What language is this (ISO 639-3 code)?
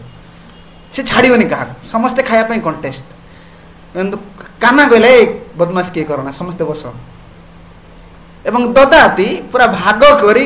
ori